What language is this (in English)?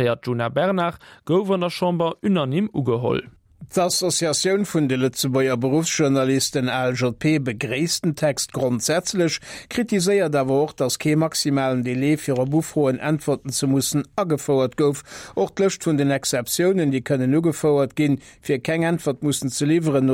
Luxembourgish